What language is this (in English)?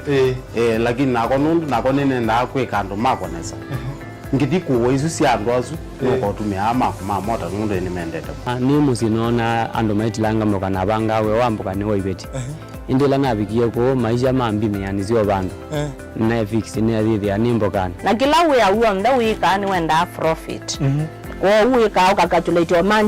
Kamba